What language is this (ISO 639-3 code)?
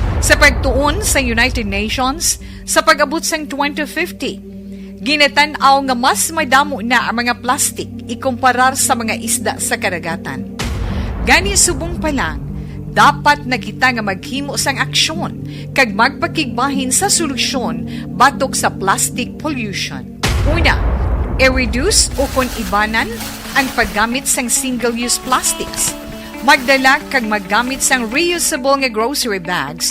hil